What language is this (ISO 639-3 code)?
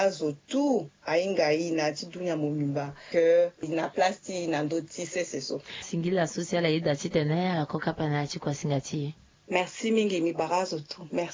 sag